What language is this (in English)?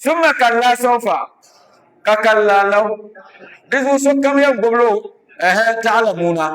Dagbani